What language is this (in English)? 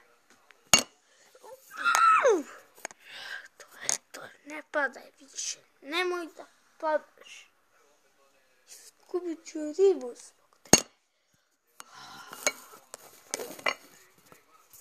Croatian